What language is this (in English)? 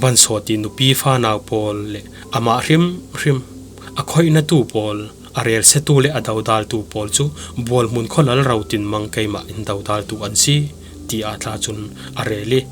Falam Chin